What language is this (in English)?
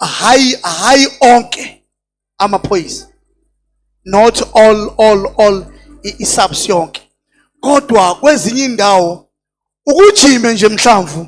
Zulu